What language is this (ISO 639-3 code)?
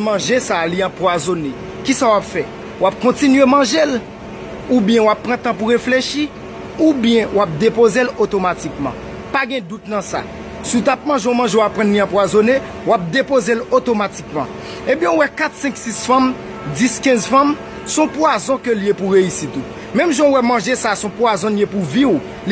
hat